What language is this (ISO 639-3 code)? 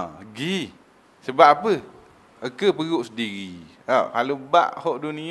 msa